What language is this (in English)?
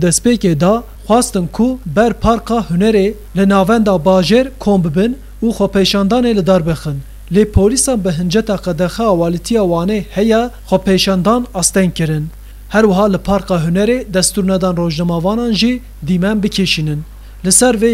Kurdish